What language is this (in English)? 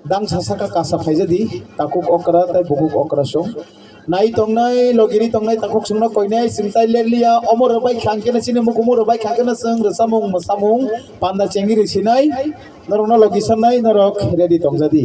Kok Borok